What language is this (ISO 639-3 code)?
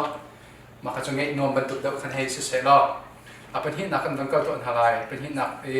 cnh